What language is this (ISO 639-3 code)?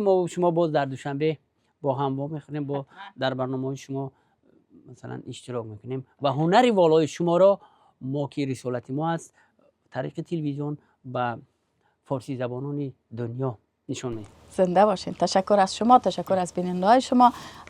fas